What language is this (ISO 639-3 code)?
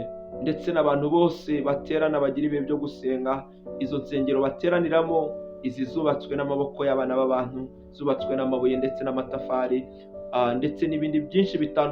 kin